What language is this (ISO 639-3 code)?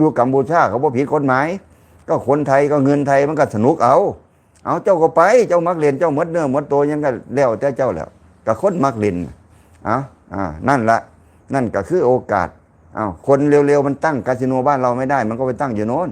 lao